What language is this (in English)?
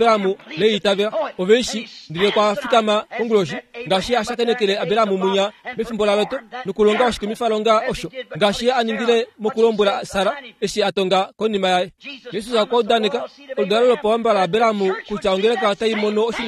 Kuanyama